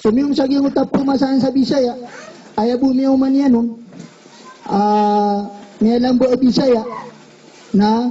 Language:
Maranao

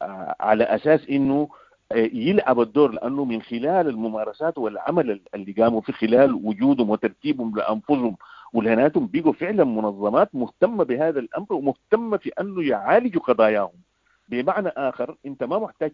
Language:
Sudanese Arabic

